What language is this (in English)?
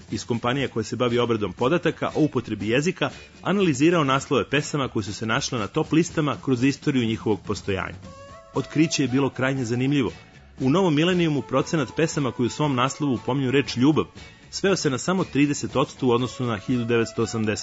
Serbian